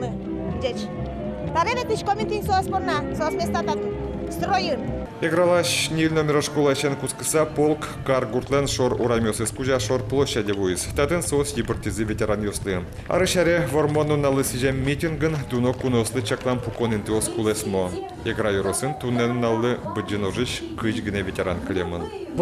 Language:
Udmurt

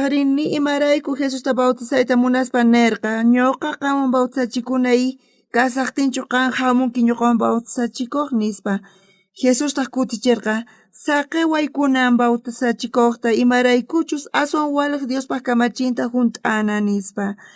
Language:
South Bolivian Quechua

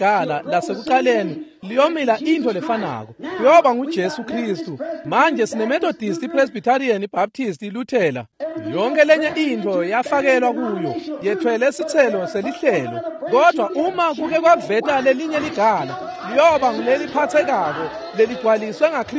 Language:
Swati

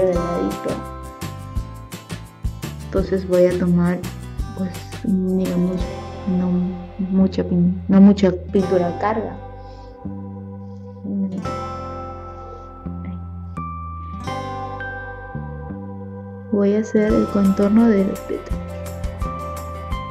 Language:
Spanish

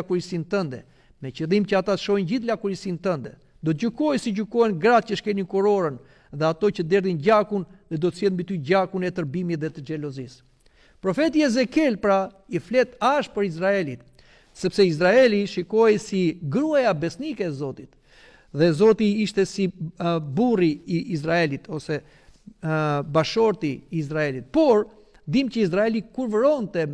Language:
Albanian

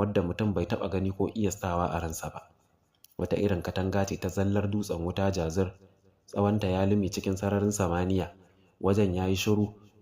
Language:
Hausa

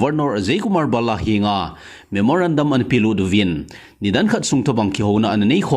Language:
Thado Chin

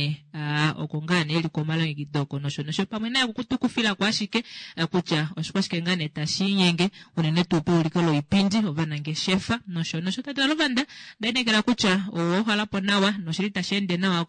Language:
Kuanyama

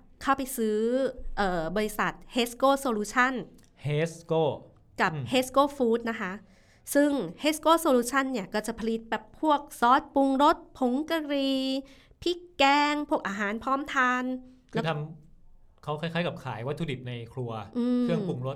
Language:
Thai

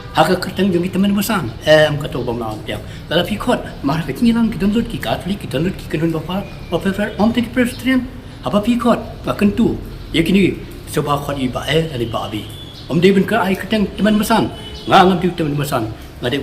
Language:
Khasi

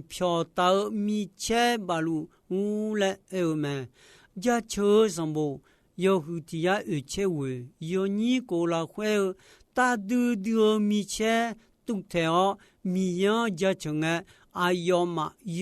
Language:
Akha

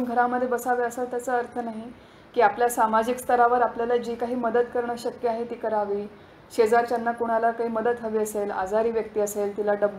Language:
Marathi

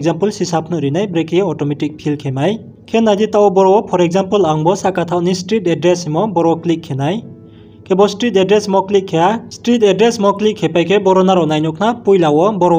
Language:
Riang (India)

